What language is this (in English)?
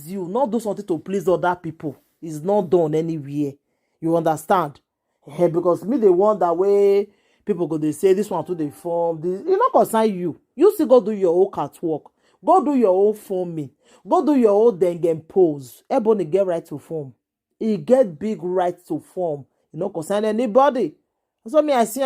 Nigerian Pidgin